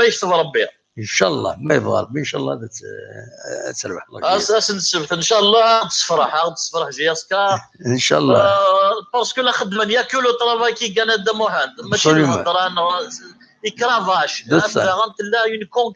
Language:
Kabyle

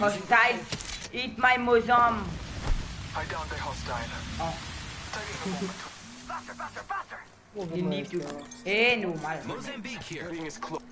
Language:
Morisyen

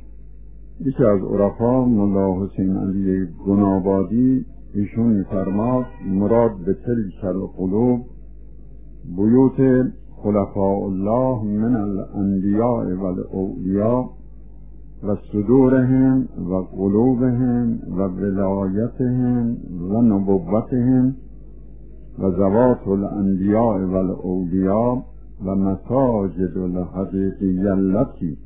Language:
Persian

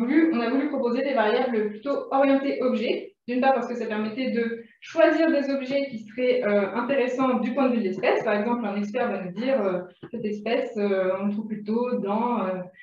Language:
French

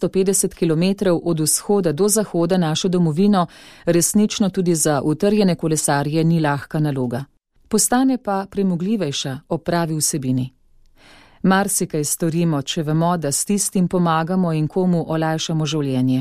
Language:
Slovenian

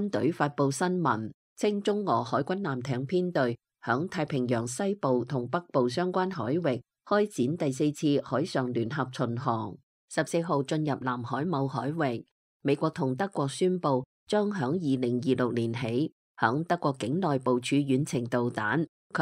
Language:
Cantonese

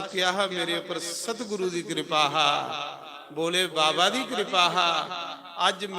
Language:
Dogri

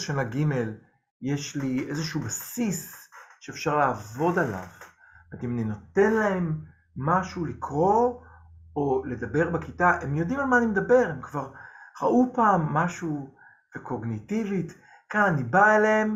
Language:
Hebrew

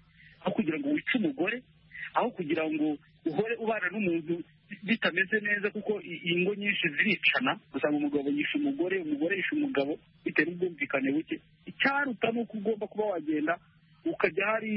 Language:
Kinyarwanda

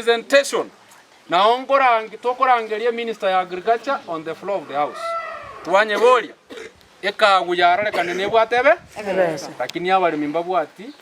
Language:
Gusii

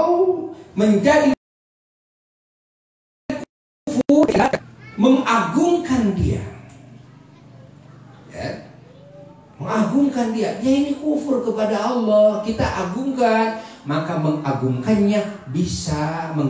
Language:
Indonesian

